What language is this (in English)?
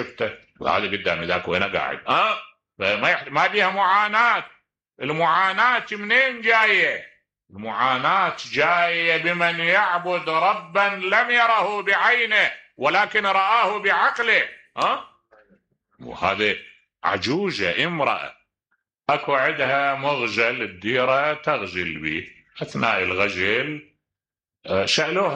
Mesopotamian Arabic